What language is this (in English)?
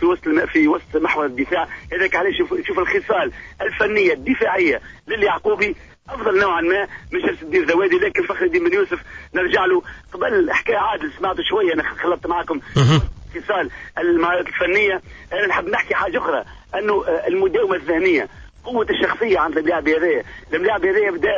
Tunisian Arabic